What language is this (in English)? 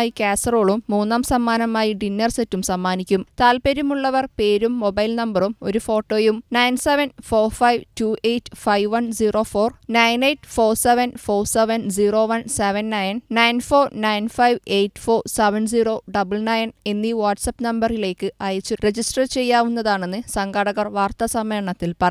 Malayalam